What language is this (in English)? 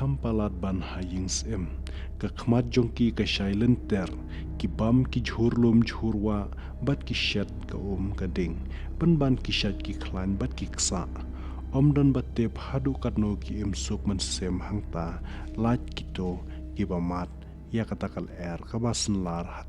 Khasi